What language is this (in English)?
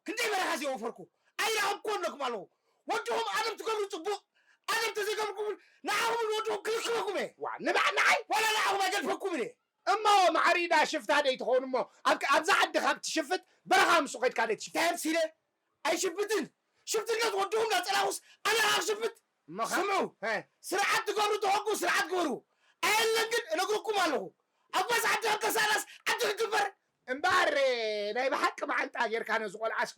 Tigrinya